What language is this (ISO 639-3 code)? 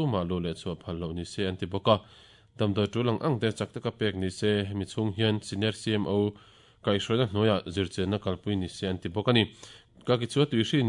lus